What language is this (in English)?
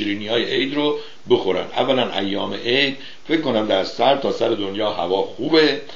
Persian